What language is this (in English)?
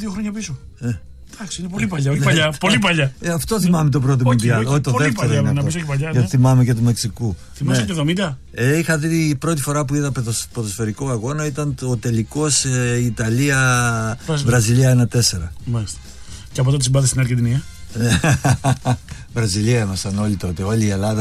Greek